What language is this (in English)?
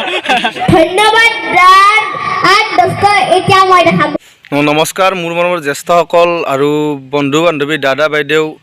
Assamese